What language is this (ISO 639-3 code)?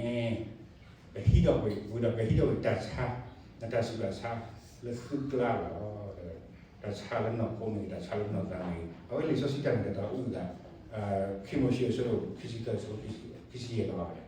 ksw